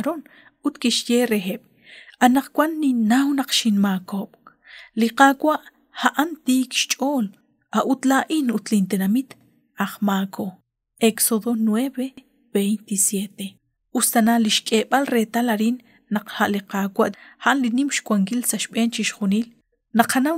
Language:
Kekchí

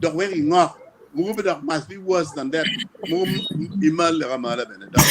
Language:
Acoli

